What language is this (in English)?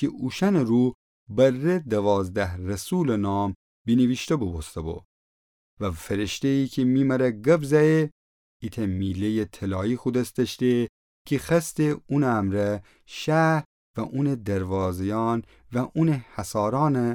Gilaki